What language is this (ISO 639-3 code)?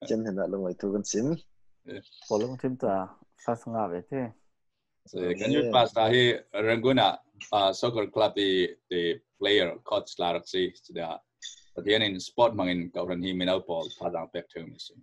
cfm